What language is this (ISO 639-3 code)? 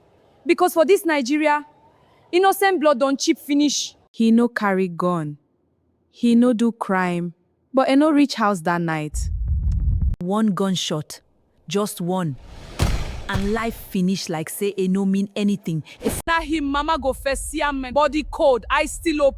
pcm